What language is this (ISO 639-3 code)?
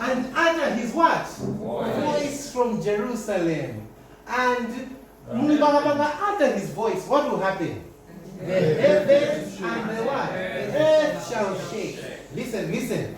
nya